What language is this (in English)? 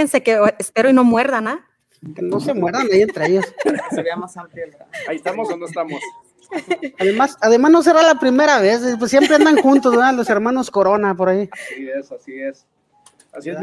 Spanish